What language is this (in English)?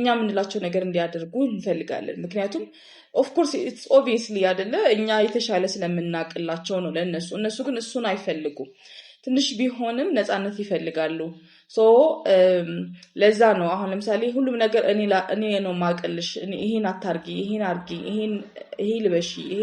Amharic